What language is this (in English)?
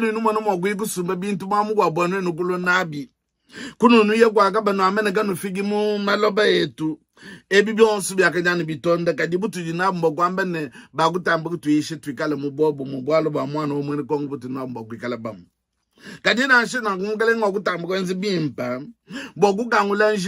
Luba-Lulua